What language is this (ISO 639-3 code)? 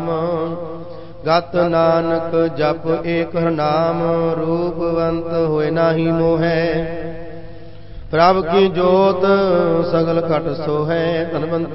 pan